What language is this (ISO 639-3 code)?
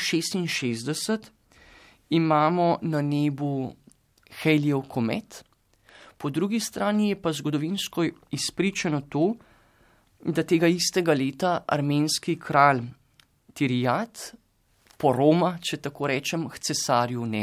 slv